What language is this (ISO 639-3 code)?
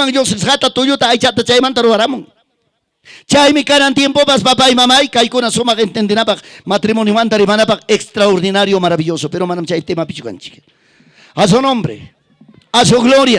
quy